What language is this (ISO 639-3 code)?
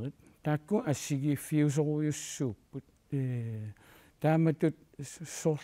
kal